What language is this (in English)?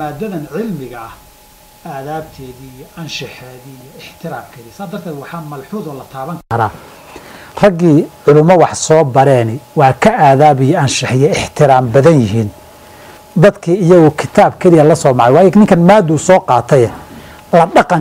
Somali